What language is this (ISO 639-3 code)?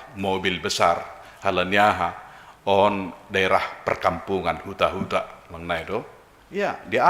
bts